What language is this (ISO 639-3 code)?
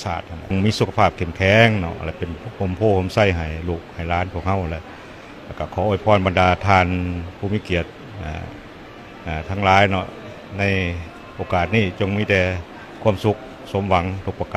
lao